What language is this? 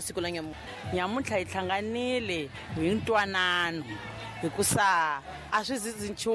Tsonga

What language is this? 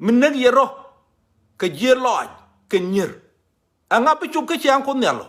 Nuer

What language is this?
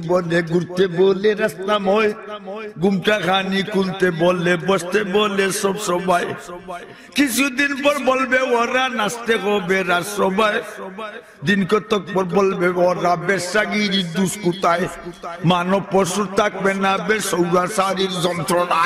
Sylheti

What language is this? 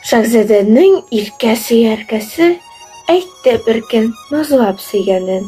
Tatar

